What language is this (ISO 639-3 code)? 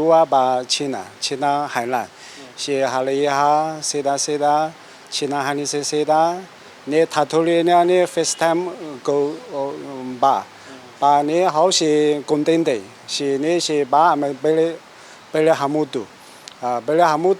tet